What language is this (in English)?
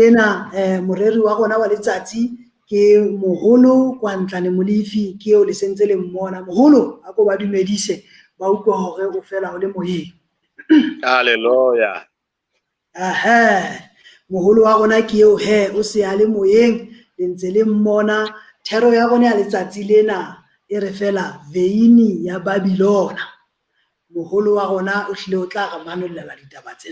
Southern Sotho